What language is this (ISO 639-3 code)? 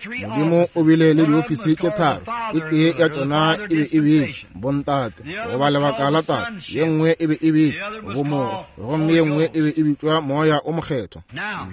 nso